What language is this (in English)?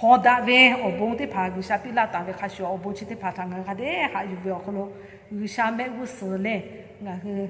Lahu